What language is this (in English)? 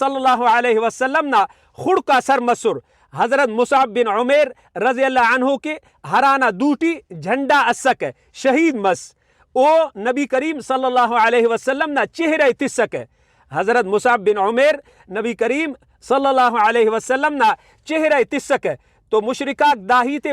Brahui